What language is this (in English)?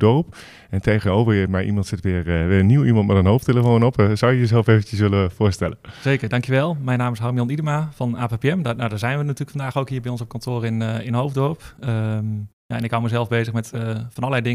Dutch